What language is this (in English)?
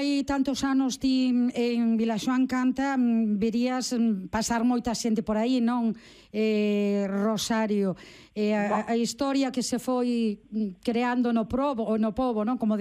Galician